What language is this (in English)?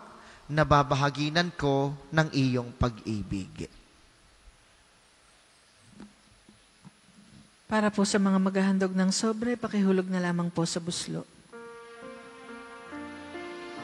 Filipino